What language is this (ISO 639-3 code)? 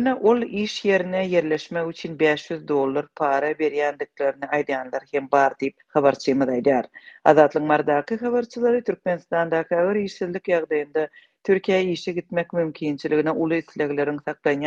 tuk